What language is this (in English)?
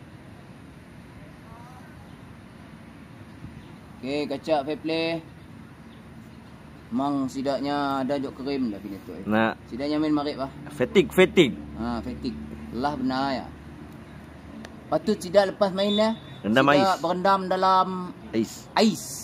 Malay